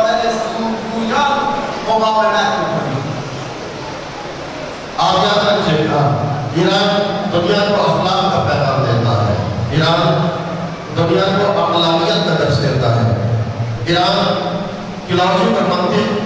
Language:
Urdu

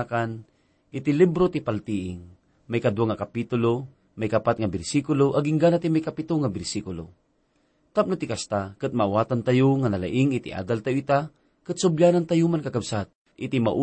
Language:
Iloko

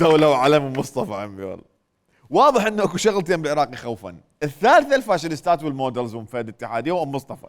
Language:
Mesopotamian Arabic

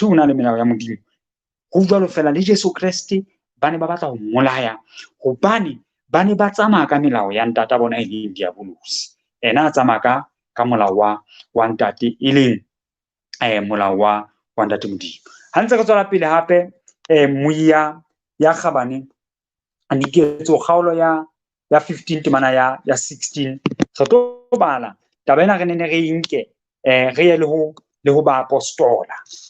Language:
Southern Sotho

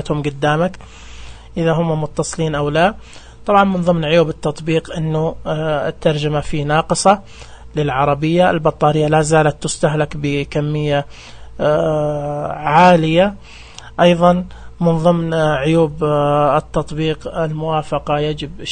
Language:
Najdi Arabic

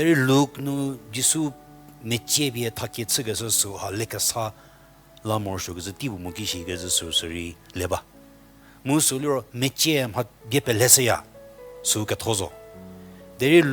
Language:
Angami Naga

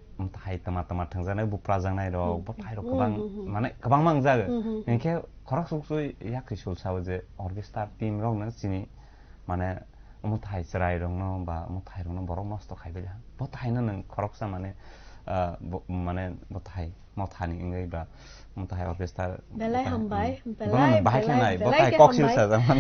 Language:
Kok Borok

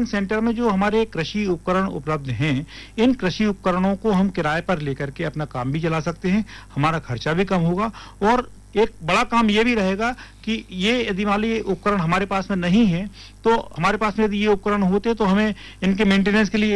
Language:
Hindi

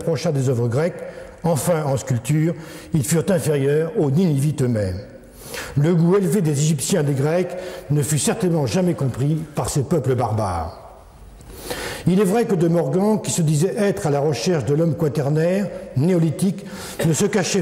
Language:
French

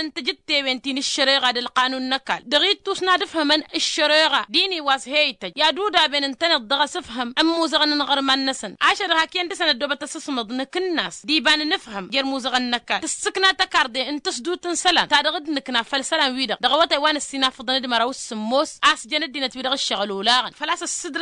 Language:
Tamasheq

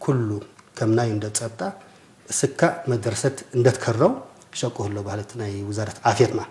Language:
Tigre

